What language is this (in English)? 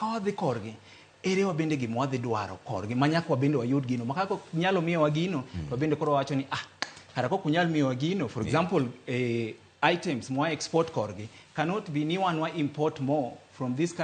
Luo (Kenya and Tanzania)